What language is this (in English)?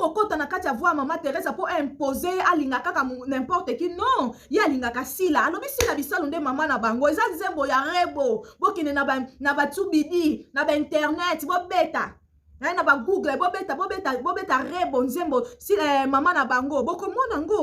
Lingala